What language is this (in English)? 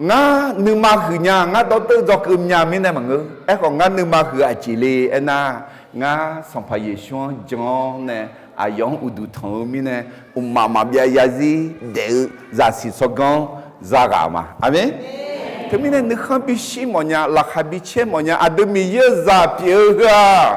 Akha